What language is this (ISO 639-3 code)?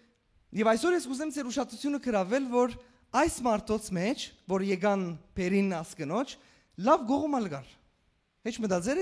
hyw